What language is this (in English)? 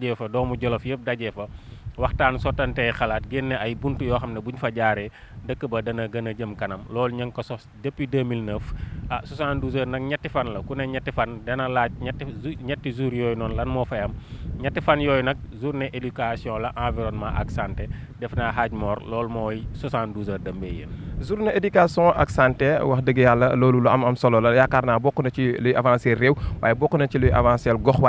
Wolof